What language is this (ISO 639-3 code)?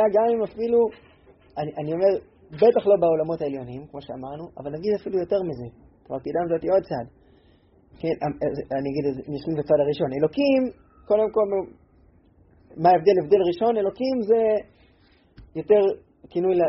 heb